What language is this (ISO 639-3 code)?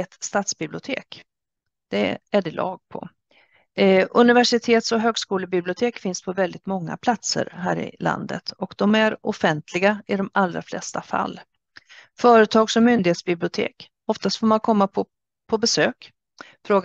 swe